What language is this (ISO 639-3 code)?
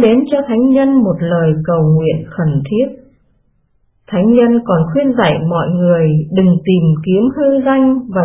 vie